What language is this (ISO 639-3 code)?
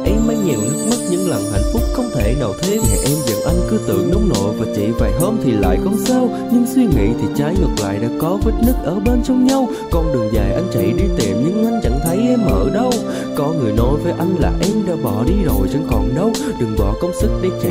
vie